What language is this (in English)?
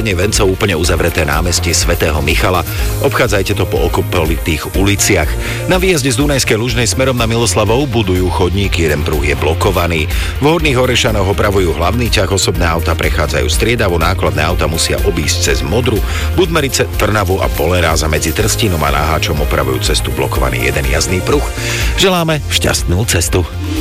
Slovak